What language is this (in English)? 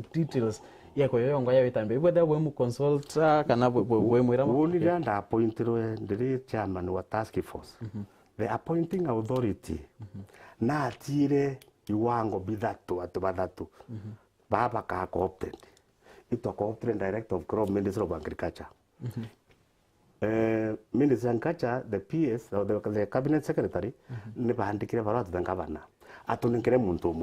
Meru